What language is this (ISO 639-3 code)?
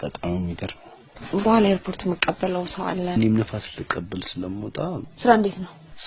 amh